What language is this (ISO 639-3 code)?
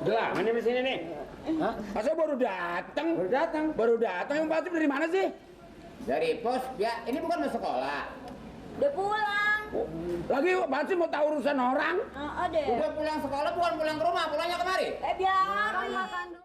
bew